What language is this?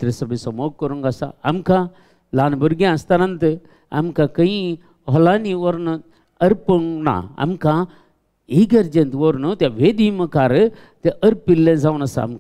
Konkani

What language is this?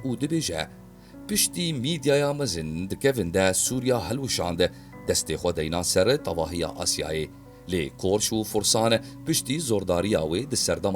Kurdish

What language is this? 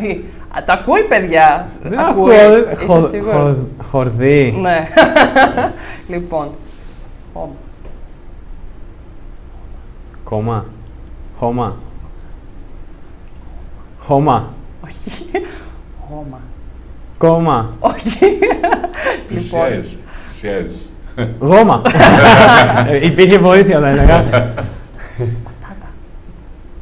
Greek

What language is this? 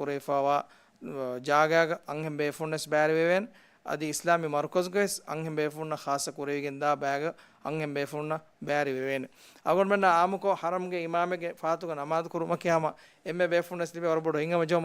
Divehi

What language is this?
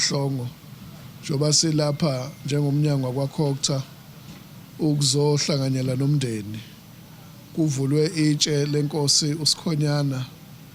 Zulu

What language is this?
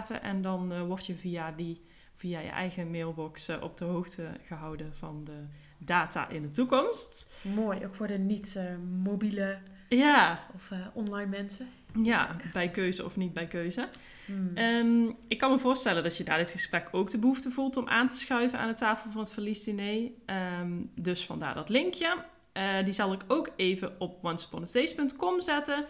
Dutch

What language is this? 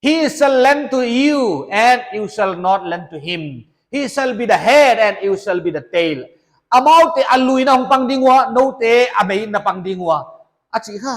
Paite Chin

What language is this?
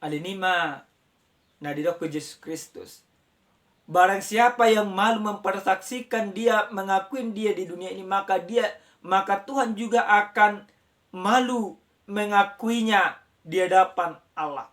Batak Toba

